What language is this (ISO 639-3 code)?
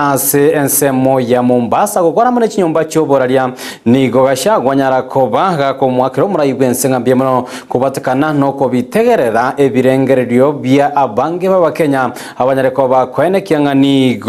guz